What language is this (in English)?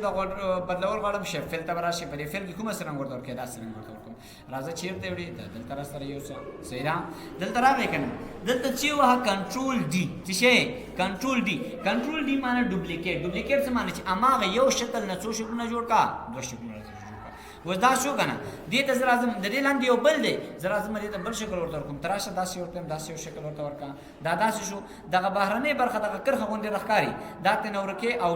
Pashto